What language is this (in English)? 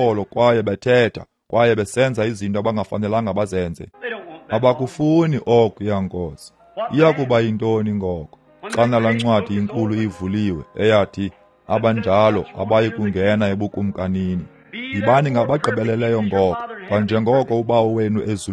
Xhosa